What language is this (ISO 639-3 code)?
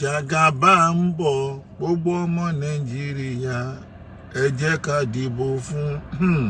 yor